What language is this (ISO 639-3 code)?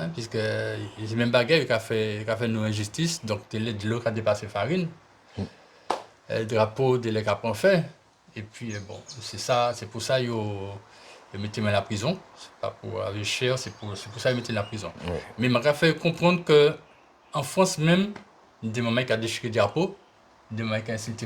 gcf